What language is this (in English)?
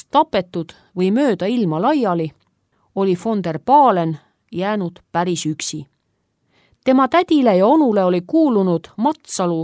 Estonian